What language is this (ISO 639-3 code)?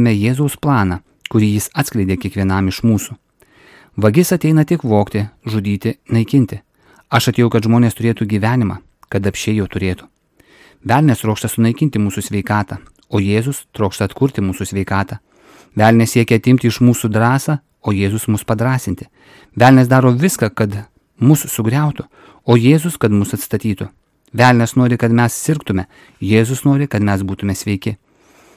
lit